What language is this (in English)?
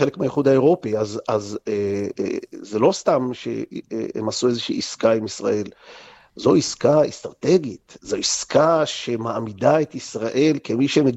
Hebrew